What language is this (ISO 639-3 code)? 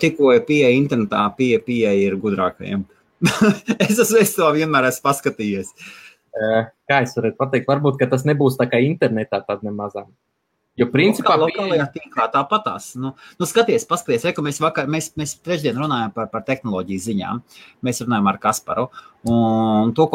lav